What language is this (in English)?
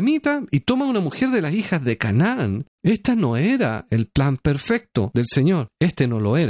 Spanish